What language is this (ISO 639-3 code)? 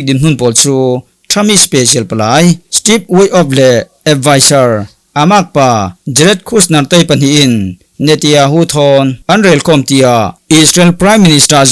cfm